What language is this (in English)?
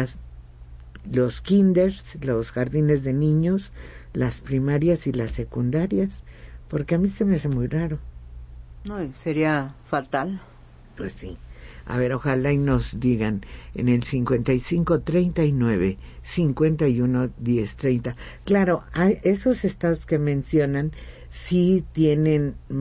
Spanish